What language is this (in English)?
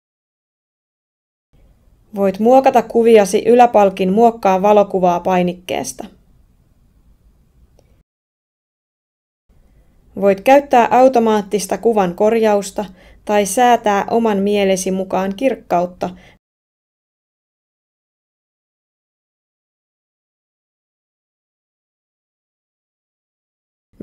Finnish